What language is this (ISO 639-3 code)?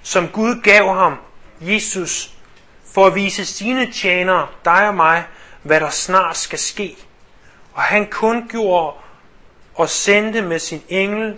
dan